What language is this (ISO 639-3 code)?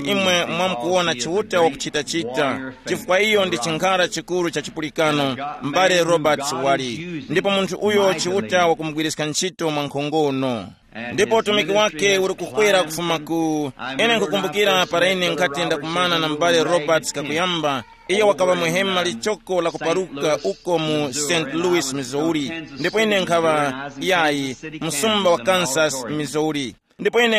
tum